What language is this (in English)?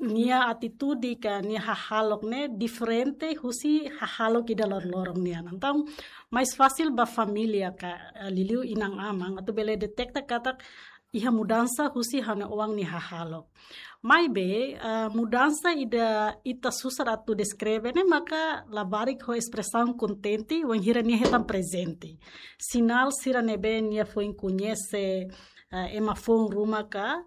Tetum